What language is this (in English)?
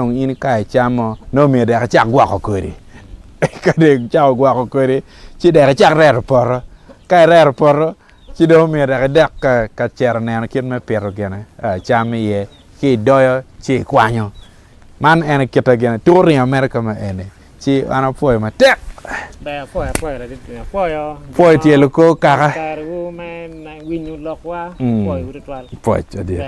Acoli